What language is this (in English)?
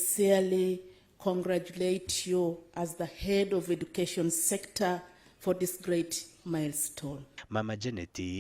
Nyankole